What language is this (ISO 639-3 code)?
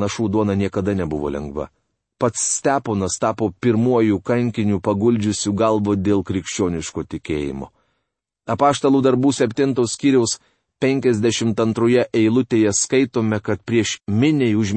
lit